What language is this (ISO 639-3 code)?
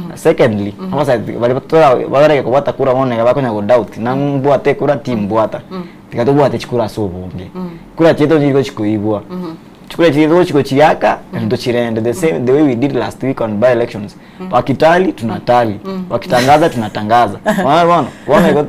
guz